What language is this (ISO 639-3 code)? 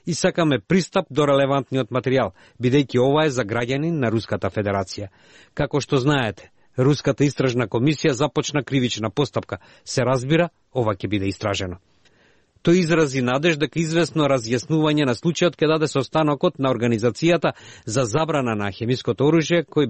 mkd